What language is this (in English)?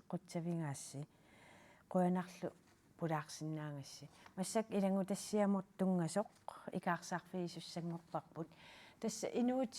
Kalaallisut